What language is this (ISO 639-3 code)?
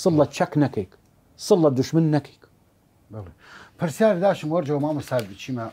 sdh